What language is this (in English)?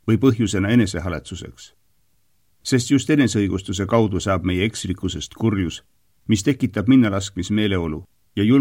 Estonian